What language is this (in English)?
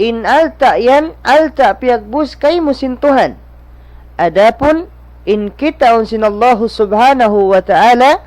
Tausug